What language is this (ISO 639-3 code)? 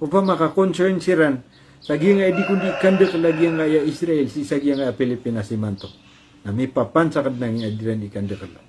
mrw